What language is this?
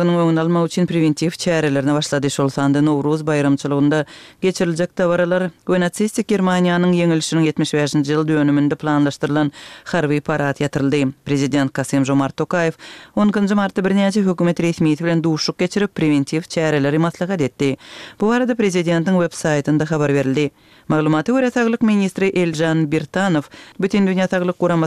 Turkmen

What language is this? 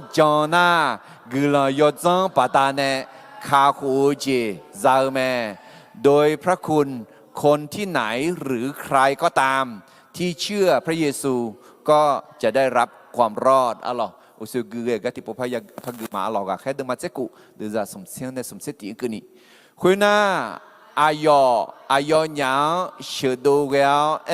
Akha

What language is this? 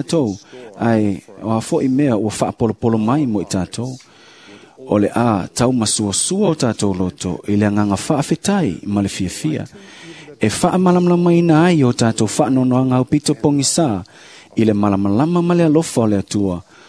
Samoan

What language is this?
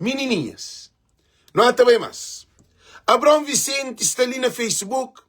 Kabuverdianu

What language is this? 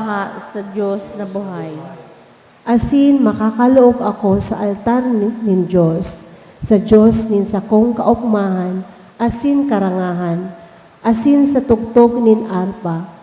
Bikol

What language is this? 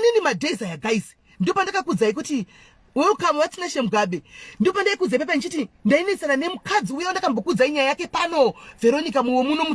Shona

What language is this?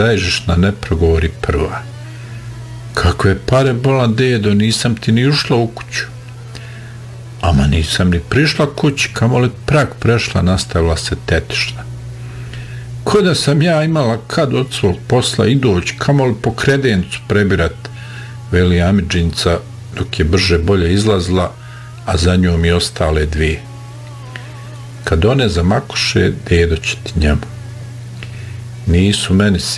Bosnian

